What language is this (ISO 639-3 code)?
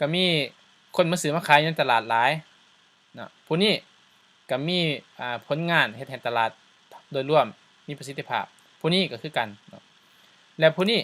lao